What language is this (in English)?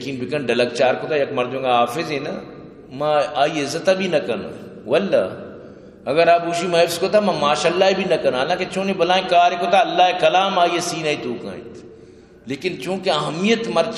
Eastern Balochi